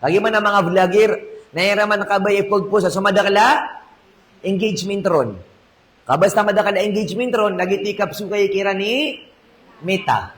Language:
Maranao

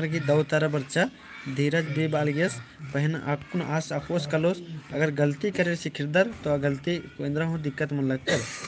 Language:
Kurukh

